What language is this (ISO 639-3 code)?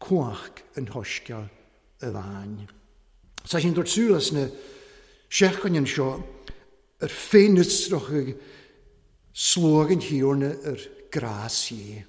cym